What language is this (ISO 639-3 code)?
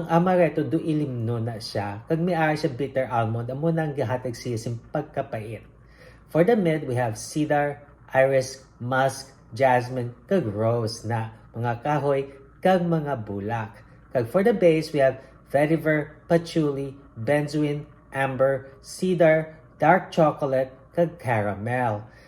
hil